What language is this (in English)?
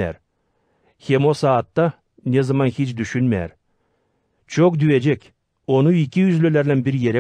Gagauz